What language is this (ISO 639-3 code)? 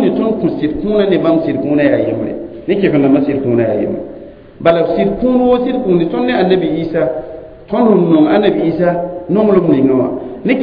mos